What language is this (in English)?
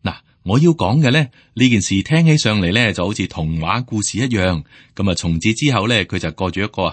Cantonese